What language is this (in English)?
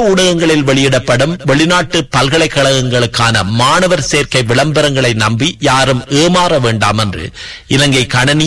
Tamil